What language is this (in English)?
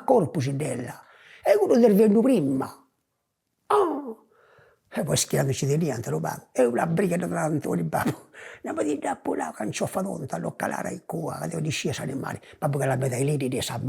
Sardinian